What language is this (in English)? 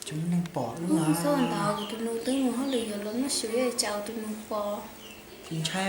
Hmong